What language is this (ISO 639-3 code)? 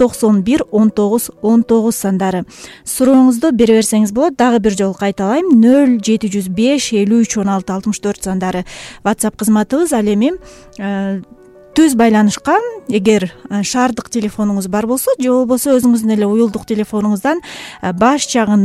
kir